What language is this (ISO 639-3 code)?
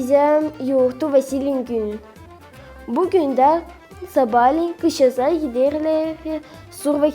gag